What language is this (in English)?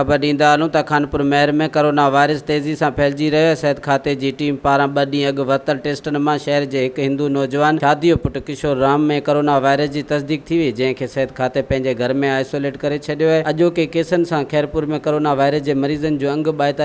Sindhi